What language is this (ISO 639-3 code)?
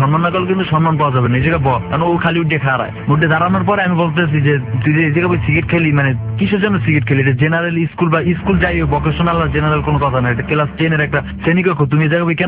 ben